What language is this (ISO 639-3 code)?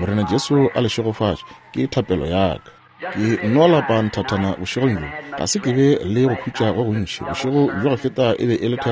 nso